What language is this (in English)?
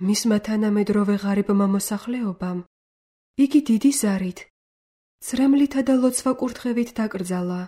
Georgian